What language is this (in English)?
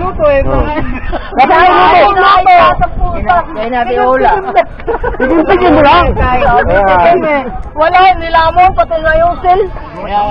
Filipino